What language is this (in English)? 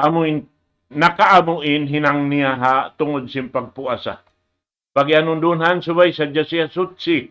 Tausug